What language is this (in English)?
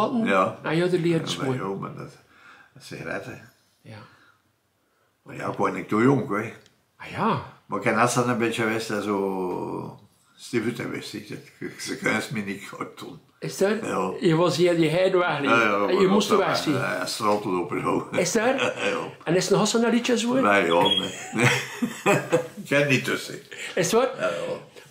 Dutch